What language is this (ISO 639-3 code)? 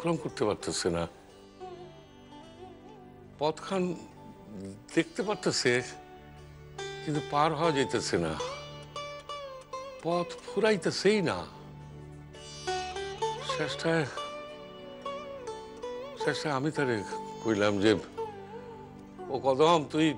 ben